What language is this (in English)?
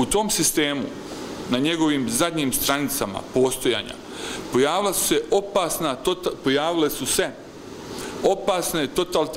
Bosnian